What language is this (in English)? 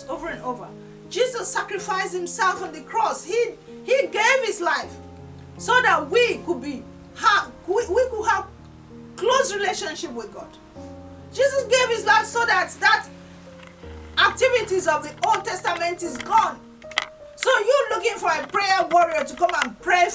English